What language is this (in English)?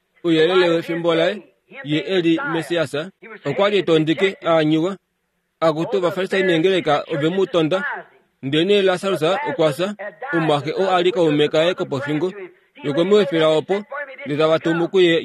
Kuanyama